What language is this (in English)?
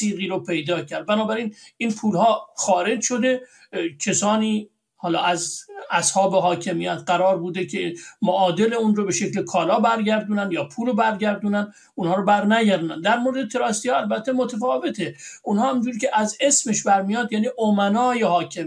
Persian